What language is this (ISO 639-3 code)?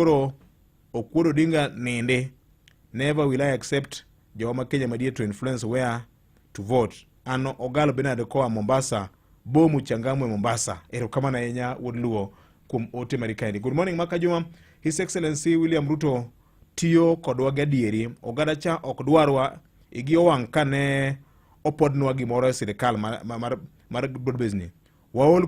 luo